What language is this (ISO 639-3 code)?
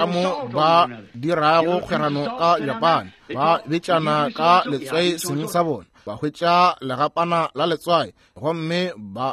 nso